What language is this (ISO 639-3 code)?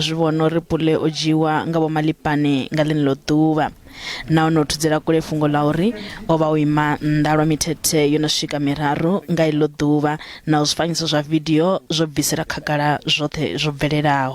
ven